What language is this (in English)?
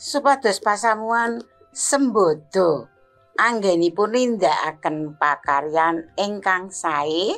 Javanese